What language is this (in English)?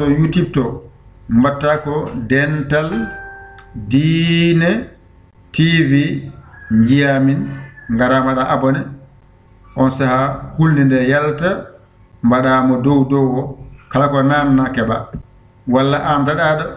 Fula